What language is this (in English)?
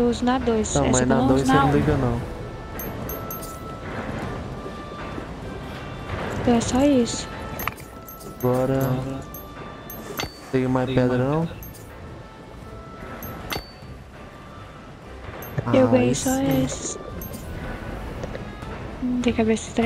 Portuguese